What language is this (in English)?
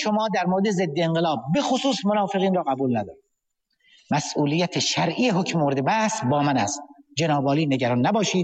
Persian